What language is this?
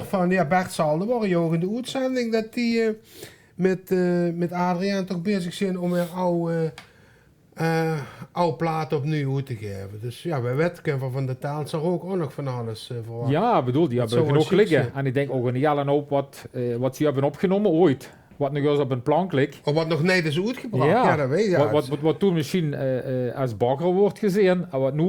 Limburgish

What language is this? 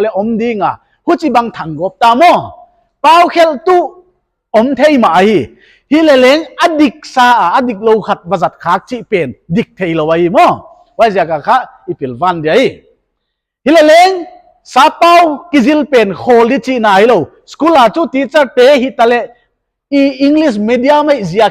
Paite Chin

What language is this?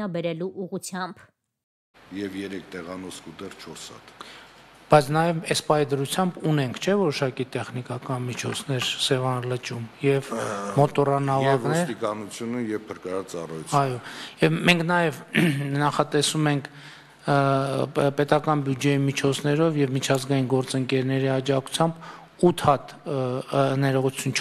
Armenian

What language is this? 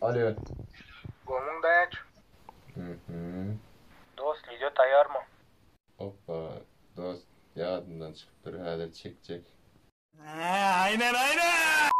Turkmen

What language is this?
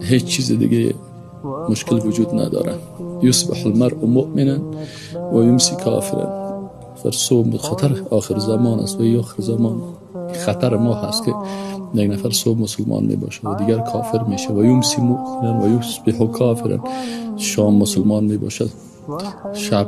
Persian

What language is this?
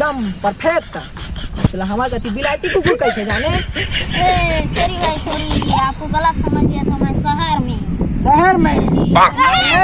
Chhattisgarhi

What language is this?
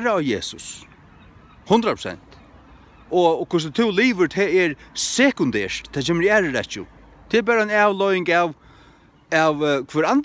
Faroese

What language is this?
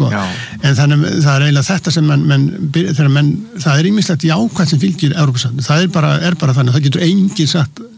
Icelandic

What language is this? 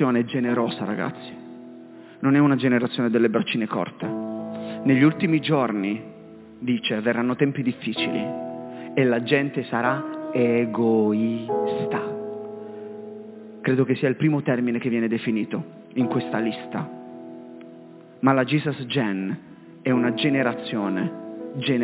Italian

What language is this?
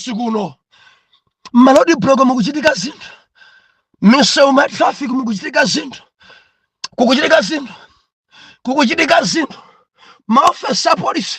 Nyanja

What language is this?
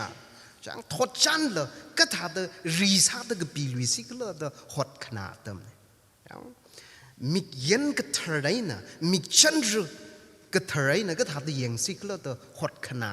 Tangkhul Naga (India)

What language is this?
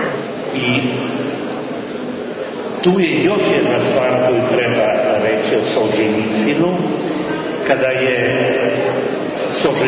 Serbian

